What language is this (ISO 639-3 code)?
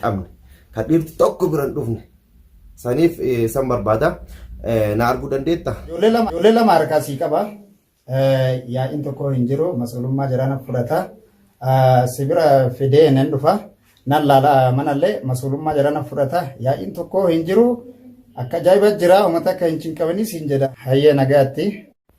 orm